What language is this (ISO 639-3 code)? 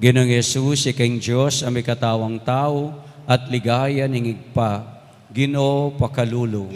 pam